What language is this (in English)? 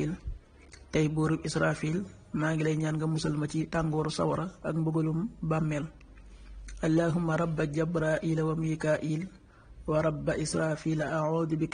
Wolof